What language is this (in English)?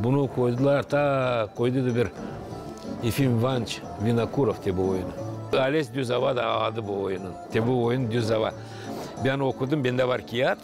Gagauz